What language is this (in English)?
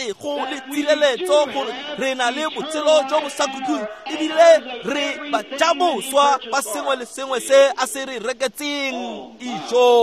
Tswana